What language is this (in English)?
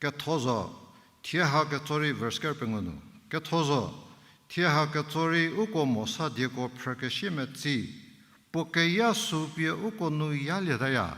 Angami Naga